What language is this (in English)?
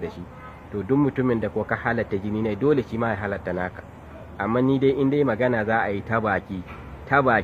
Hausa